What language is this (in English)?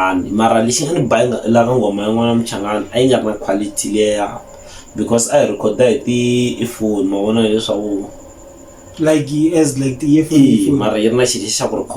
Tsonga